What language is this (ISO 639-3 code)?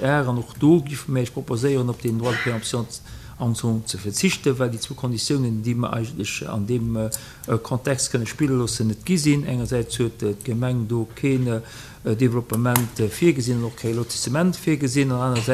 ltz